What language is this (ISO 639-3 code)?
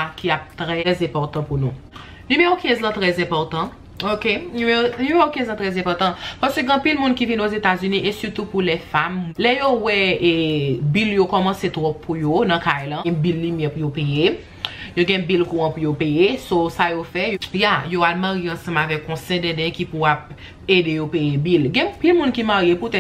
hat